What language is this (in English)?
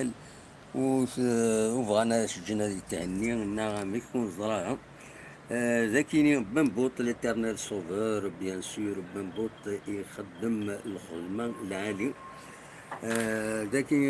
Kabyle